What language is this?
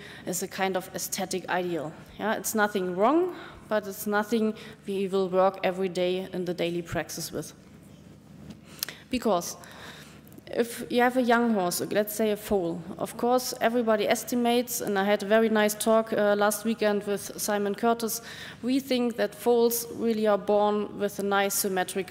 English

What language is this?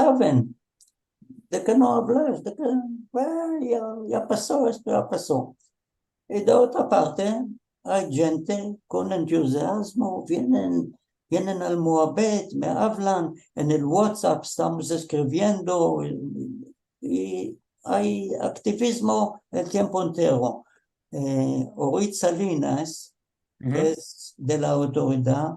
Ladino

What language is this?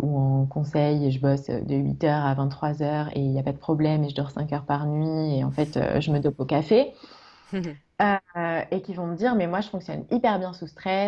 French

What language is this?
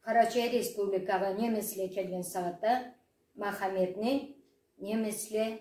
Karachay-Balkar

